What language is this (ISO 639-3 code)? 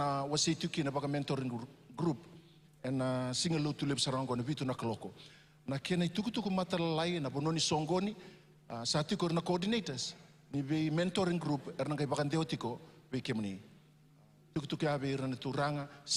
fij